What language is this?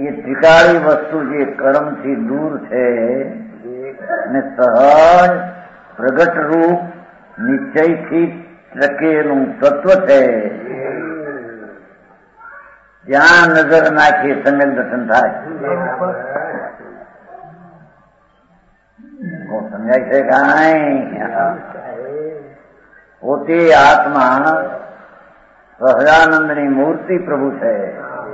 Gujarati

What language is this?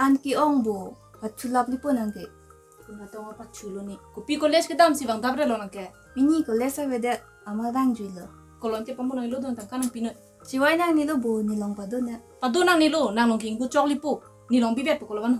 Karbi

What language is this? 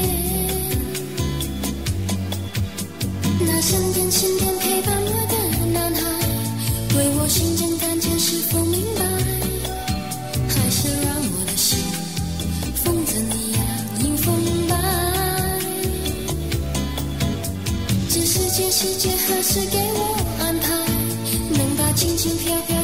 Chinese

